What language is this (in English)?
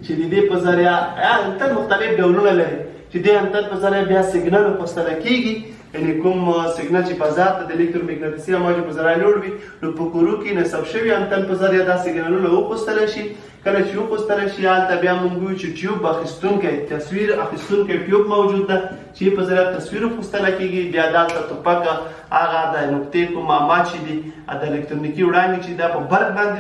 Pashto